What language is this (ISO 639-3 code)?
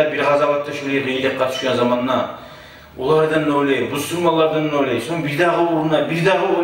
kum